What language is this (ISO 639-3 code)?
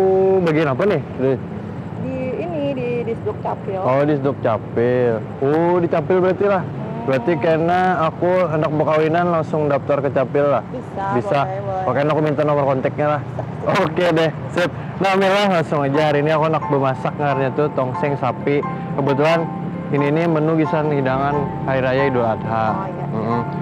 bjn